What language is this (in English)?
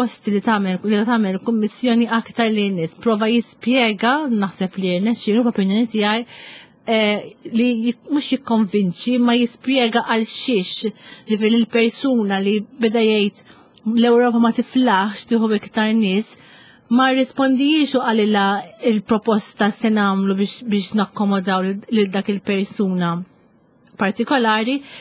Maltese